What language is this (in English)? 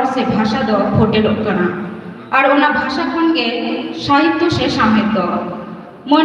Santali